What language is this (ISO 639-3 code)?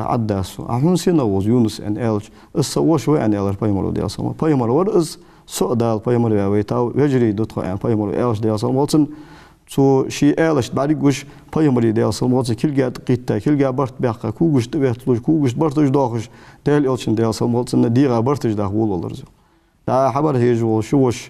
inh